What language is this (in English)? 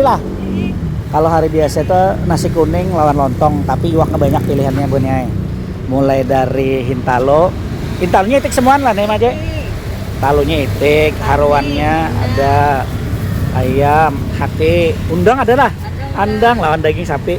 Banjar